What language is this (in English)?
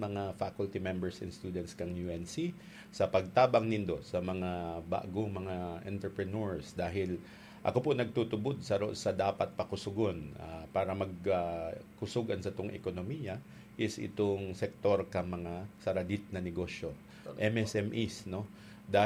Bikol